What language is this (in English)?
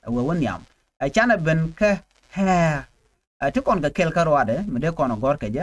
Nuer